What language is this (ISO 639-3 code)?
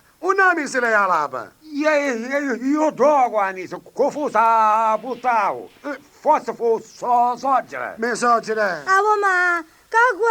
scn